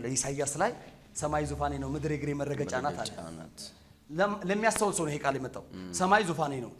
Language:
Amharic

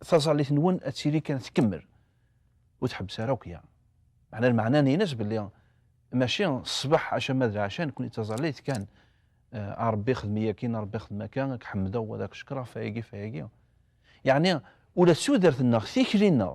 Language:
Kabyle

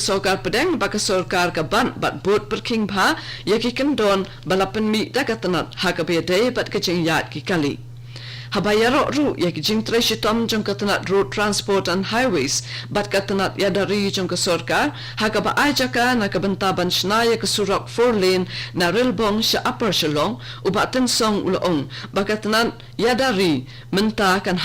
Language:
Khasi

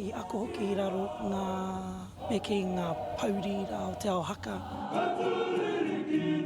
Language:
Māori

